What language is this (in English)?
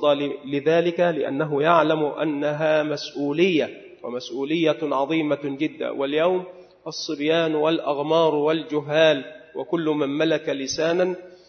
Arabic